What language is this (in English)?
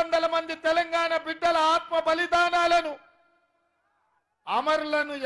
Telugu